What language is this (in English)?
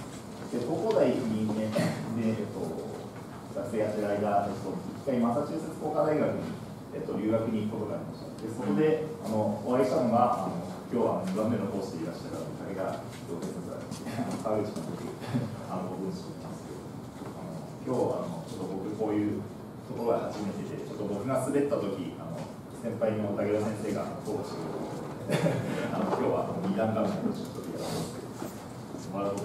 Japanese